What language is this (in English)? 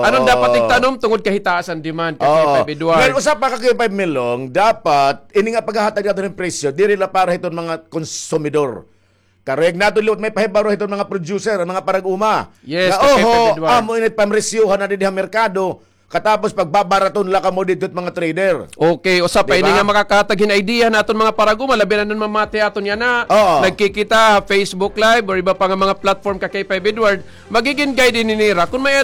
Waray